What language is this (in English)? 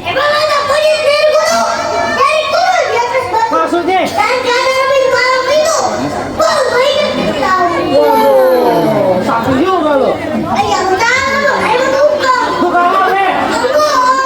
Betawi